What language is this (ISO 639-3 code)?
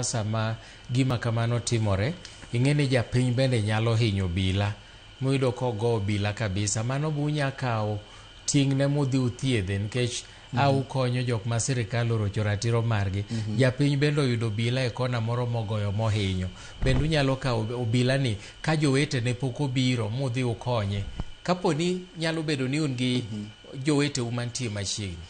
luo